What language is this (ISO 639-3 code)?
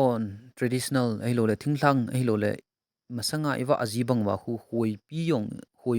tcz